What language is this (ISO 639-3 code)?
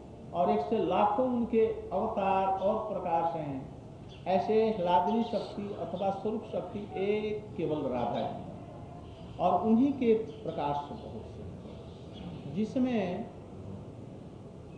hin